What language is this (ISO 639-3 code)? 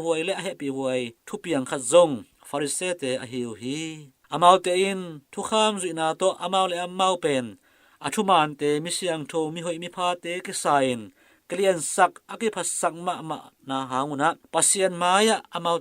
ctd